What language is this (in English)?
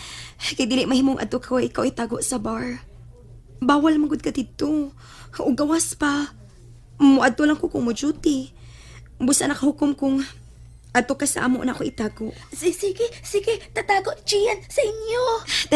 Cebuano